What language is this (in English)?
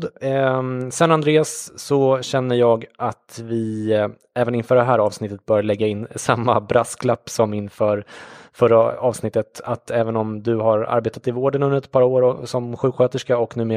Swedish